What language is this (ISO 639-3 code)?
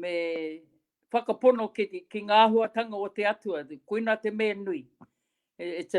mri